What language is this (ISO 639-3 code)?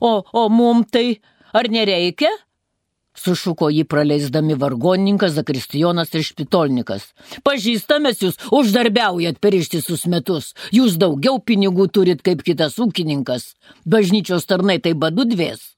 lit